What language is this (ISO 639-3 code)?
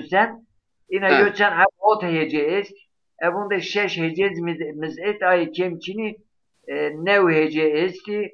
zza